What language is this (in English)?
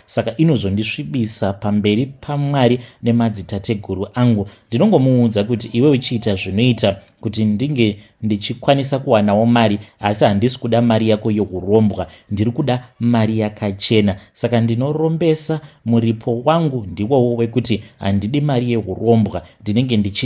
Shona